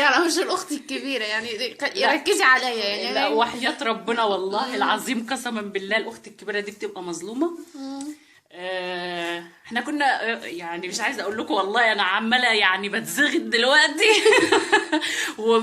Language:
Egyptian Arabic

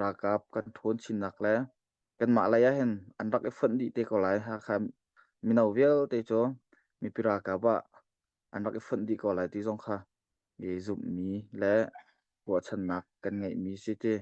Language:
Hakha Chin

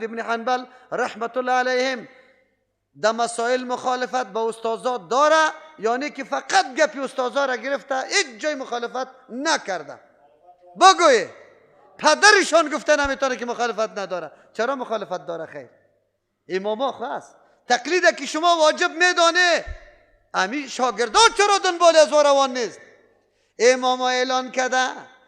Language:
Persian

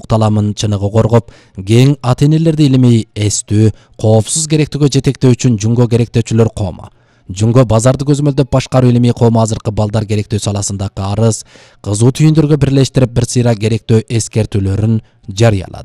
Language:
Kyrgyz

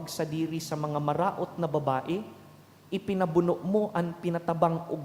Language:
Bikol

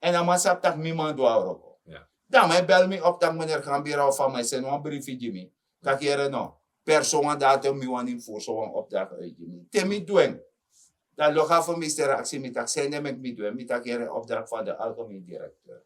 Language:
Sranan Tongo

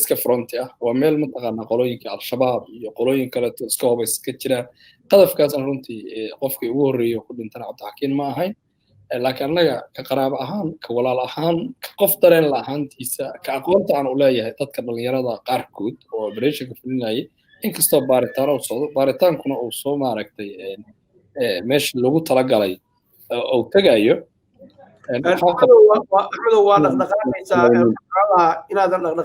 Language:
Somali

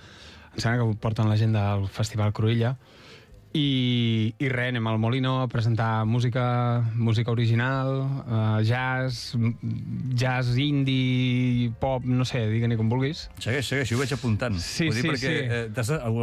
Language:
Catalan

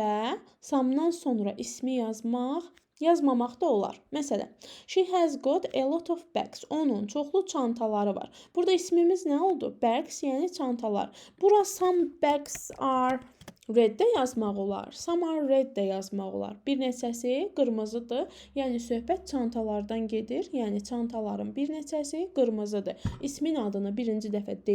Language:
Azerbaijani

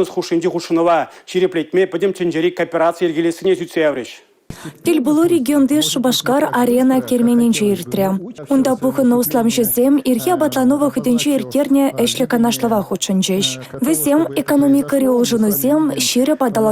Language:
Chuvash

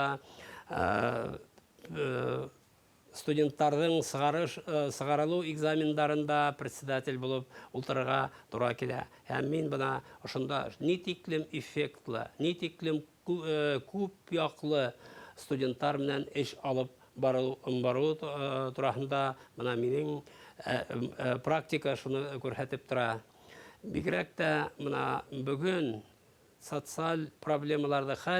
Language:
Bashkir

